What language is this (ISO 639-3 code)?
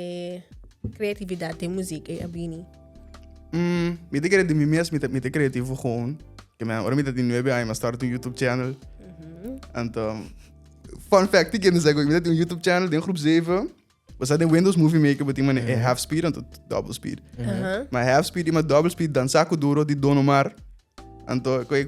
pap